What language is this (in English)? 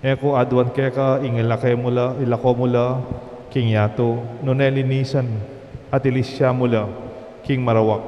Pampanga